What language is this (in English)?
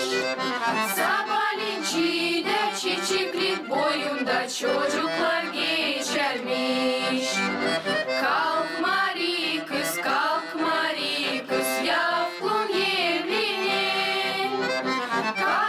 Gagauz